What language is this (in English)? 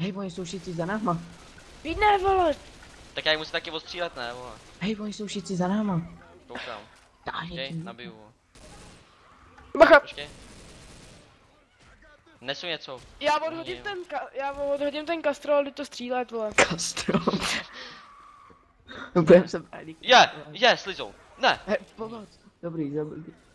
Czech